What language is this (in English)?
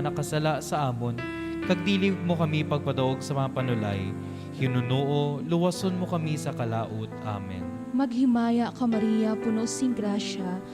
Hiligaynon